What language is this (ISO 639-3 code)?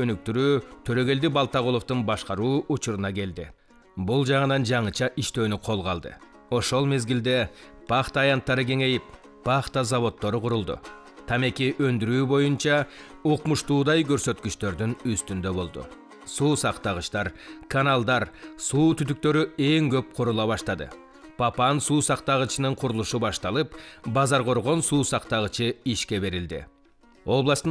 kir